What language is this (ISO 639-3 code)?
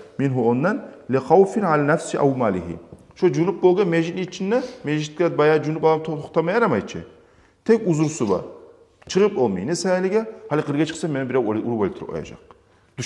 kum